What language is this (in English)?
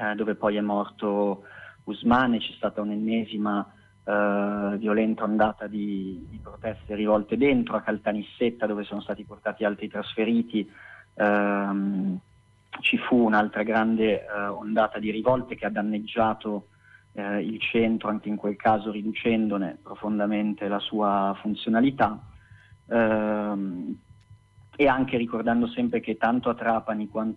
Italian